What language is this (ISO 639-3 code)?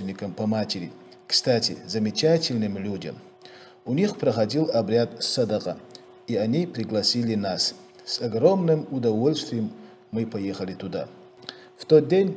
che